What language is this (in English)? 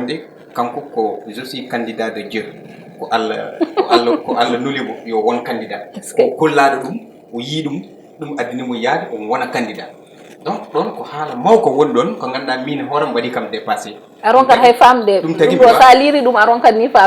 Fula